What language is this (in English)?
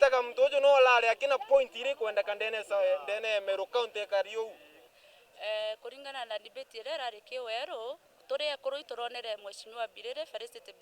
Meru